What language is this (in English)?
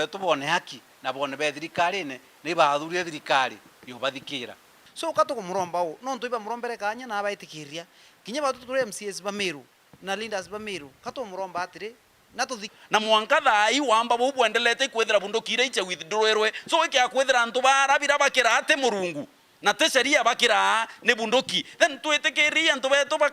Meru